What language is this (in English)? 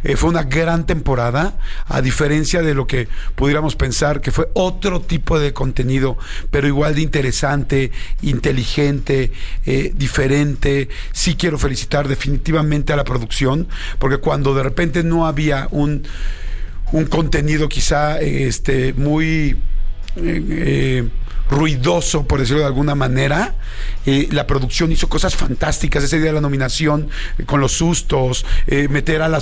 Spanish